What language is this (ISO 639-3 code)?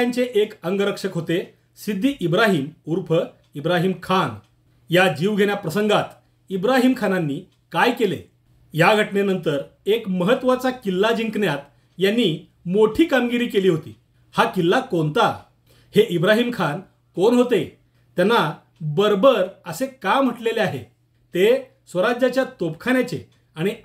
mar